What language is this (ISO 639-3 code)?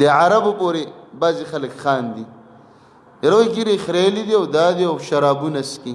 pus